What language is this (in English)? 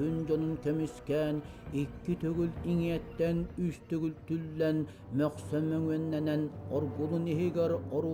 Yakut